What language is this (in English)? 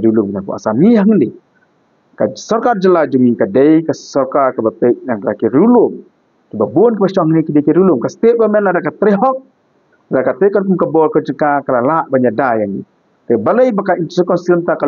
Khasi